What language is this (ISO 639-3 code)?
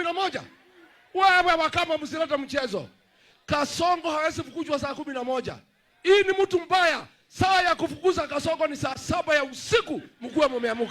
swa